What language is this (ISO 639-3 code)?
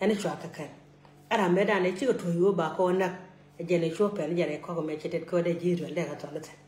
nus